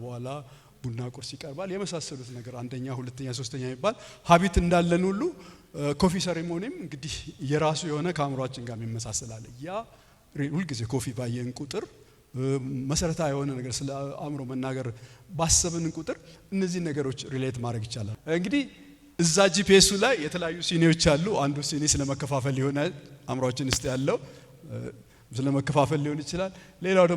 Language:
Amharic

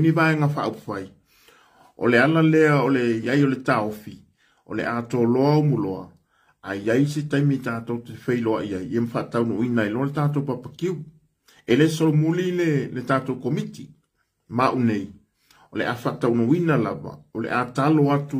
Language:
Samoan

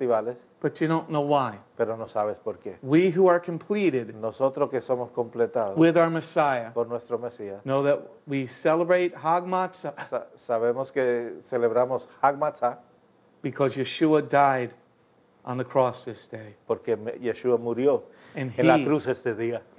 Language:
English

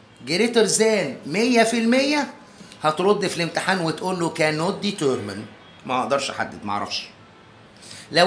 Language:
Egyptian Arabic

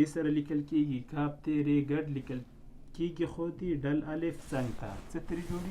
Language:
Pashto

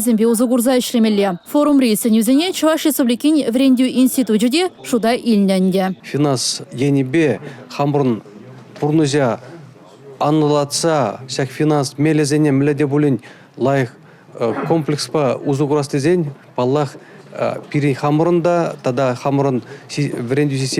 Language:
Chuvash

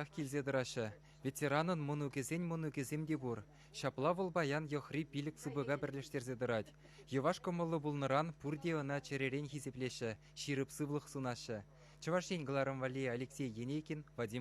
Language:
Chuvash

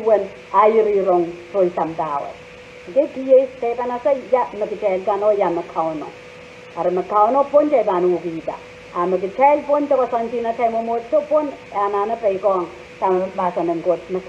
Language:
Pohnpeian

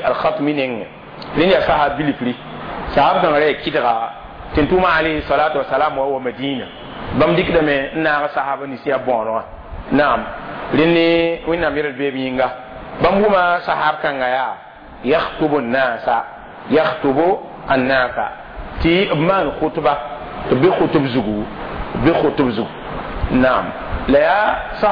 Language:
Mossi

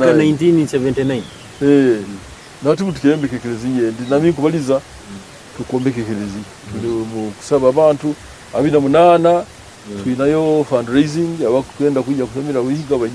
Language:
Nyoro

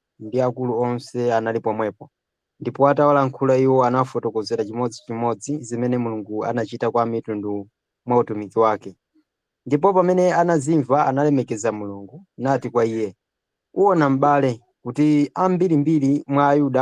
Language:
Nyanja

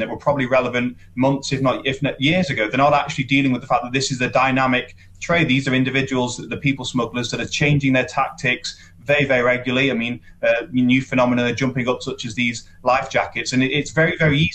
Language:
English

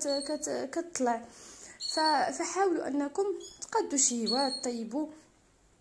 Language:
Moroccan Arabic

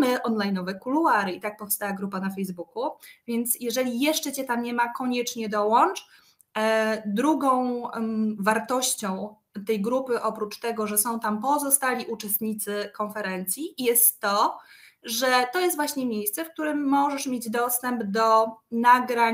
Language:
Polish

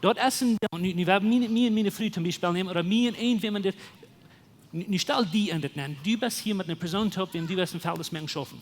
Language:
Plautdietsch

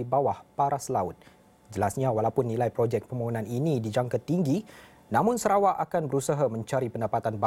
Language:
Malay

